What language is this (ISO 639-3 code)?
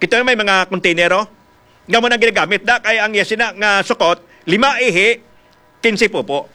hil